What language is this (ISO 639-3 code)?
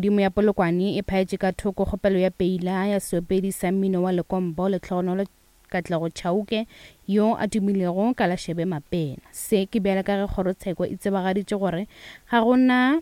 nso